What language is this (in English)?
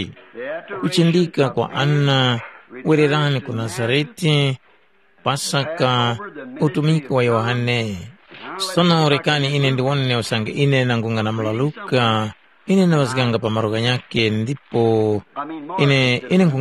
Tumbuka